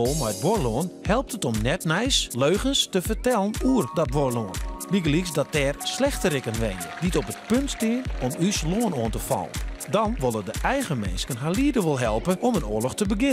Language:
Western Frisian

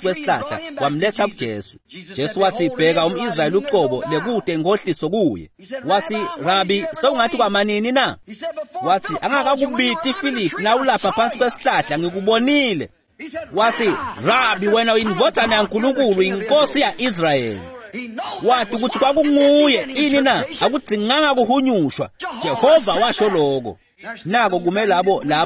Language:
Swati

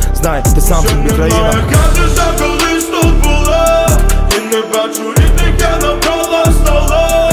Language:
Ukrainian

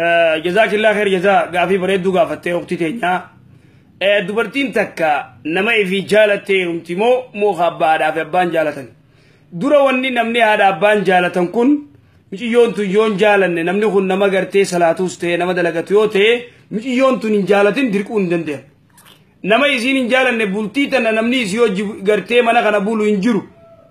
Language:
Oromo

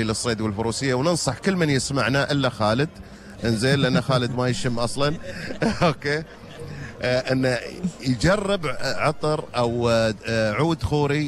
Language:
Gulf Arabic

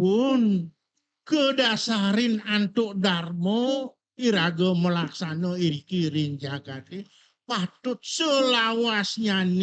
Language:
Balinese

